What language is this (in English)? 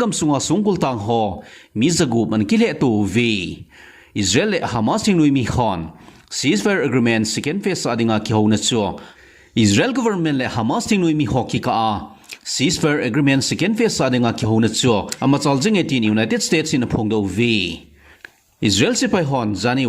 Thado Chin